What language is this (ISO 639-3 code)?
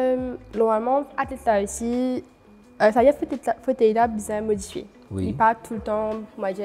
mfe